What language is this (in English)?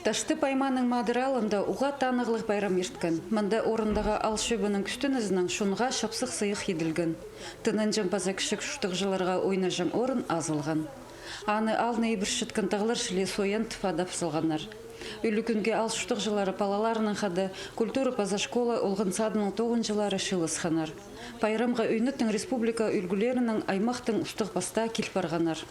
Khakas